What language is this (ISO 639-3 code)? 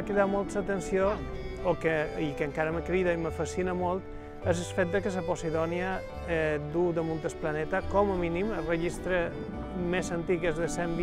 cat